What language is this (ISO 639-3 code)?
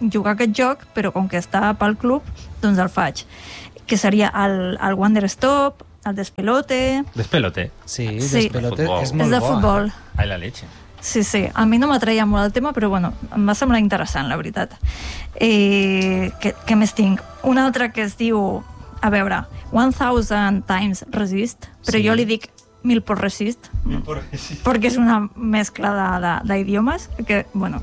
cat